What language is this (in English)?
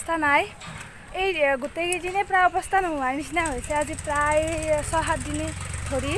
Assamese